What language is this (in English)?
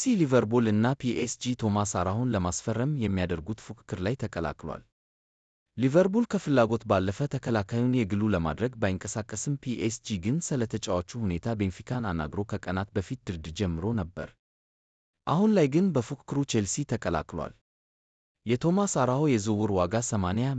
Amharic